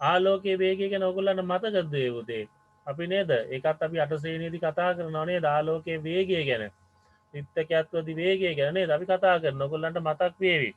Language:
Sinhala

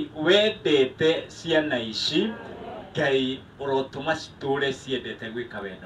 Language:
Kikuyu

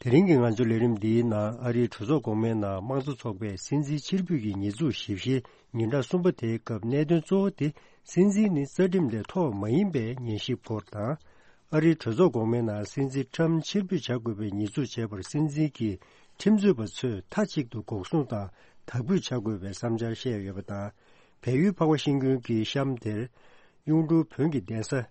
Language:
Tibetan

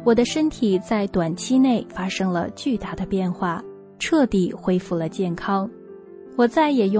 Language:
Chinese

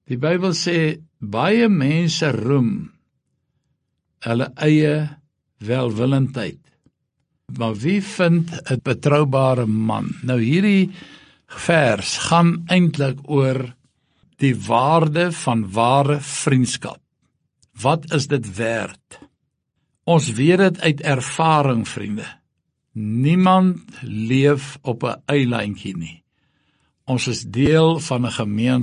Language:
Afrikaans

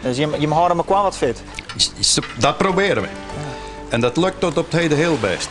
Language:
Western Frisian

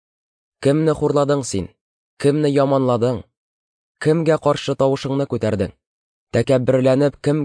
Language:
Tatar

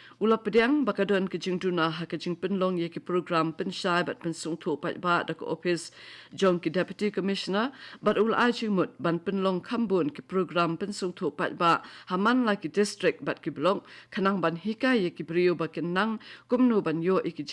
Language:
Khasi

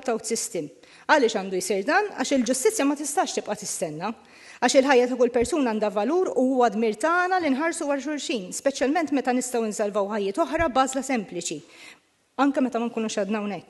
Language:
Maltese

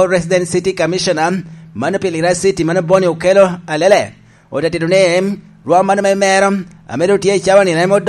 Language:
Lango (Uganda)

